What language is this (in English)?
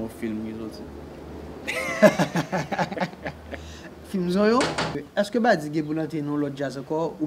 Haitian Creole